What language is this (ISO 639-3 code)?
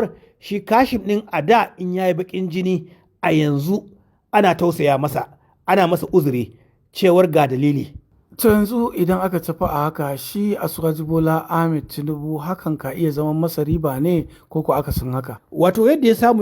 hau